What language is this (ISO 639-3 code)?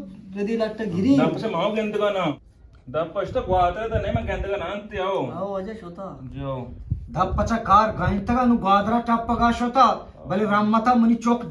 bgp